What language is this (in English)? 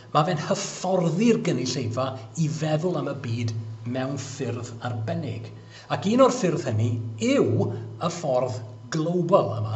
Welsh